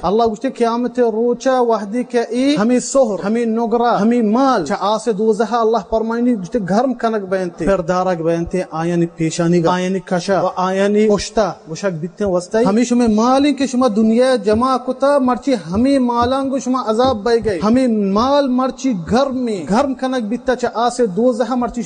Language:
Baluchi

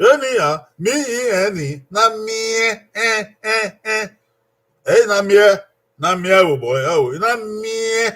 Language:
Bini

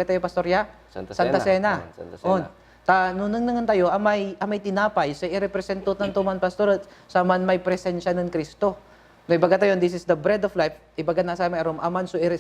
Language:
Pangasinan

